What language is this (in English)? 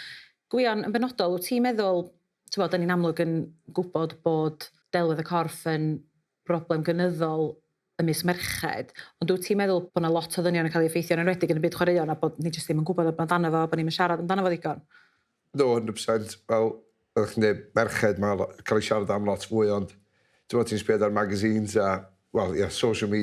Welsh